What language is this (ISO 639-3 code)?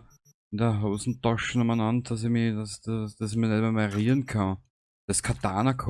bar